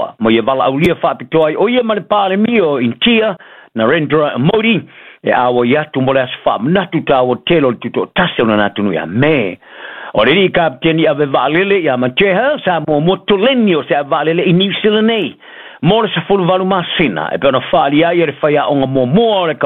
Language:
Samoan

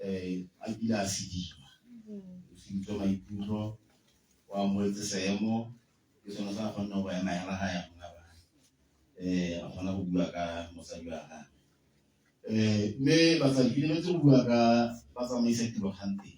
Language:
Tswana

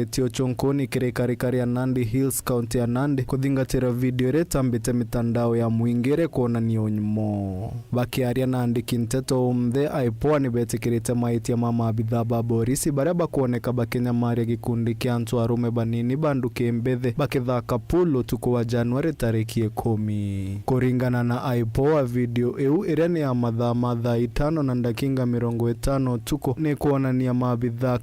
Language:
Meru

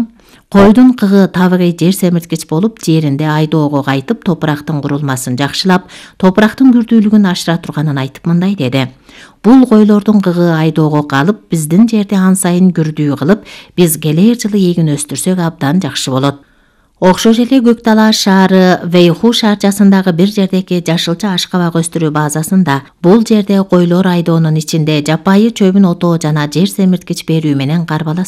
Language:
Kyrgyz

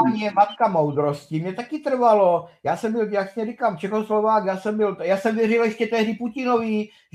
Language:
Czech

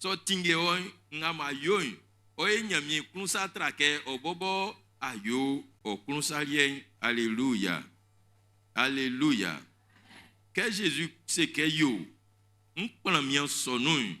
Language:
Baoulé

